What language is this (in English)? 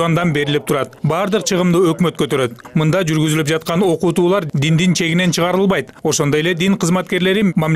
Kyrgyz